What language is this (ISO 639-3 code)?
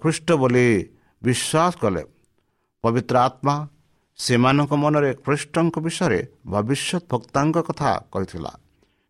ori